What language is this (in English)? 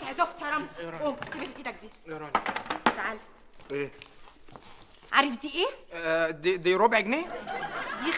Egyptian Arabic